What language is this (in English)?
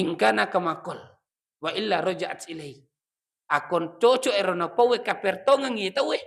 Buginese